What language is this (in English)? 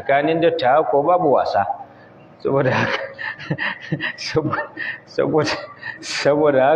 Hausa